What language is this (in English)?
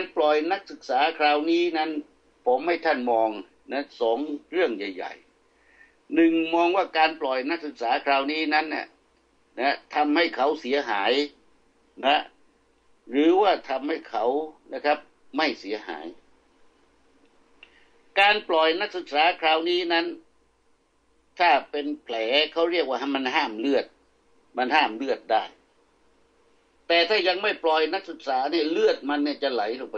Thai